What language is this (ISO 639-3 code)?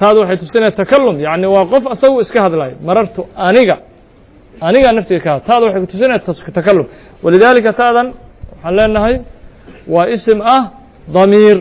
som